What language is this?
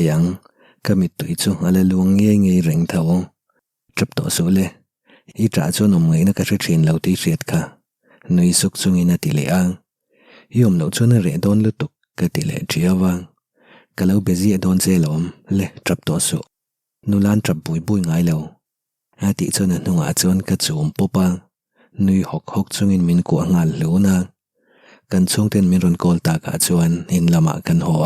Mizo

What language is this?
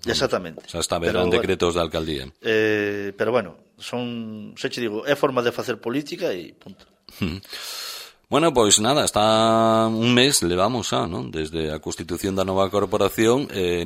Galician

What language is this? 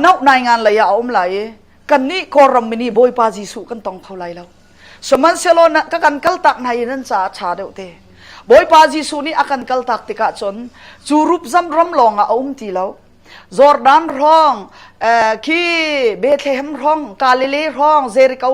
Hakha Chin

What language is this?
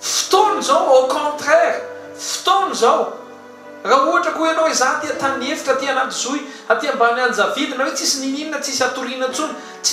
Malagasy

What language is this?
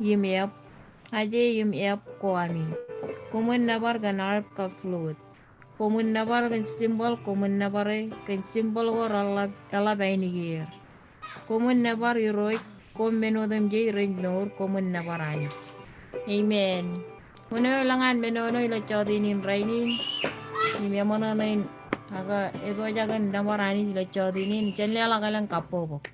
Marshallese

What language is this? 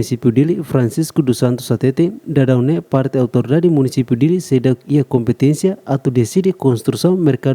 Tetum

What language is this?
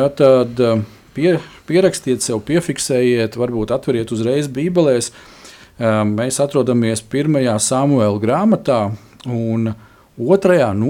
Latvian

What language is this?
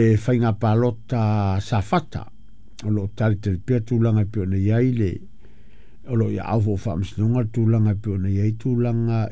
Samoan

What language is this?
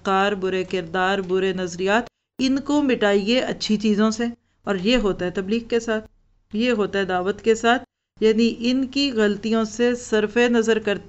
Urdu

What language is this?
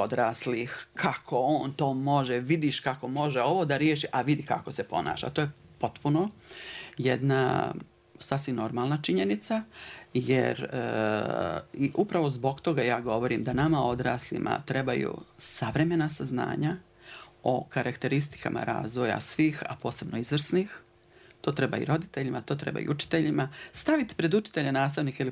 Bosnian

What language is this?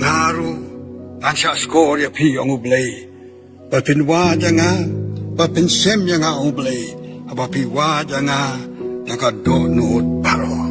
Khasi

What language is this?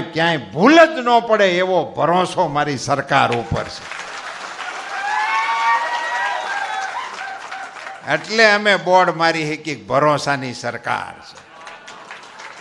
Gujarati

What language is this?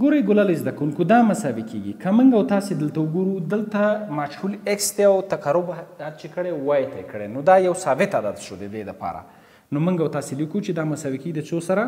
Pashto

